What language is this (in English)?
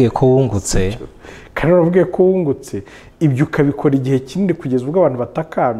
Kinyarwanda